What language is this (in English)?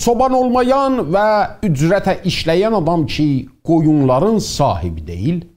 South Azerbaijani